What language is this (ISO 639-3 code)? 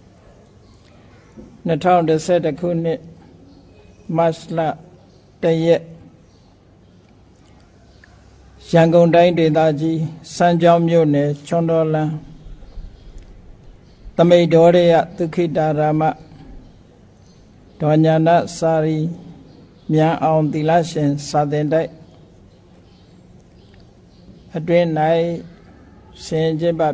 mya